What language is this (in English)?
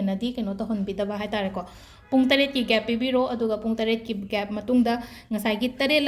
Manipuri